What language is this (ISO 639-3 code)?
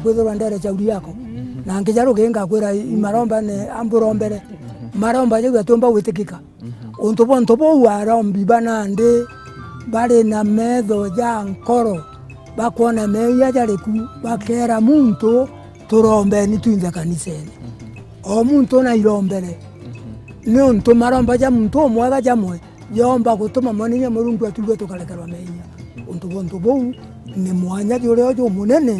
mer